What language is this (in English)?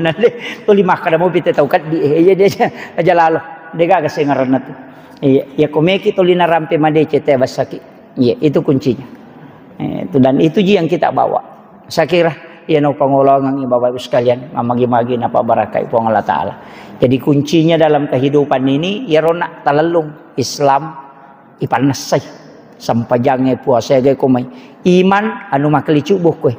Buginese